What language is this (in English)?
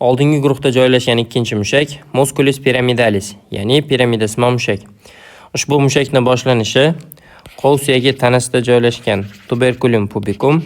Uzbek